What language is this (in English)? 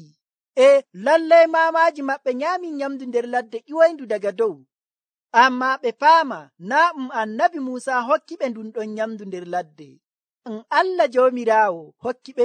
Nigerian Fulfulde